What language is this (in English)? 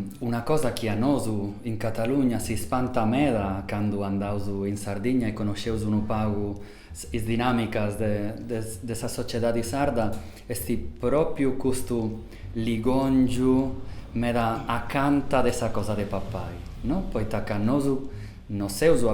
Sardinian